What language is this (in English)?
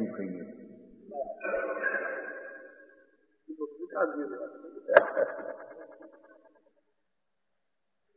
Gujarati